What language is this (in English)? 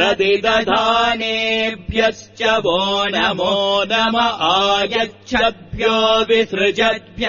Sanskrit